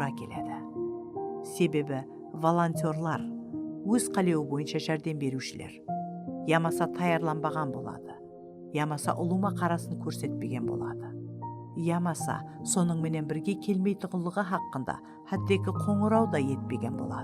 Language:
Kara-Kalpak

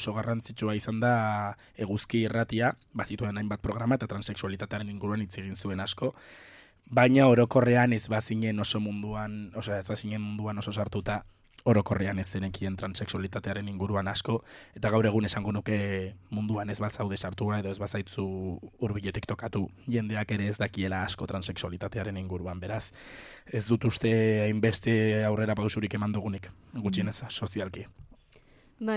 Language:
Basque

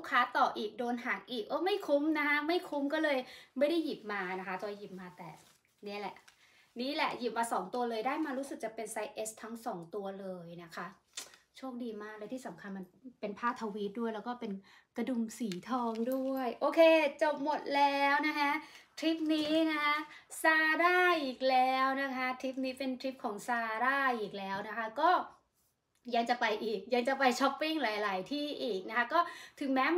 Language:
Thai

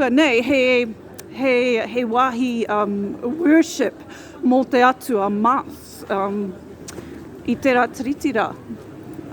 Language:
Māori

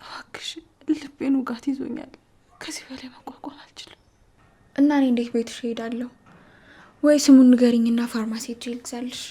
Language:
Amharic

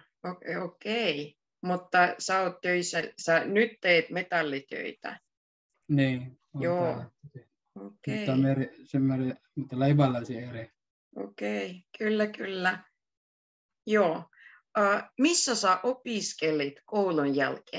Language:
Finnish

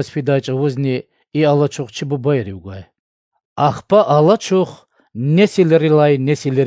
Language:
Lezghian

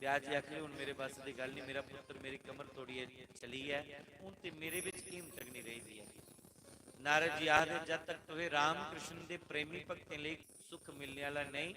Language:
Dogri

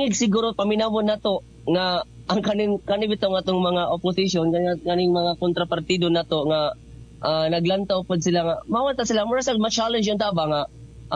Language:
Cebuano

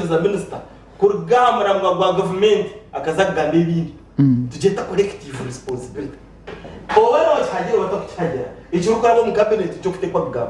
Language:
Nyankole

